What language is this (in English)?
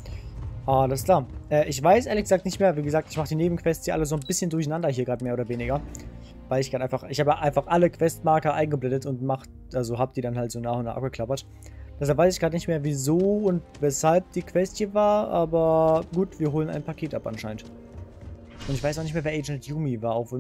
German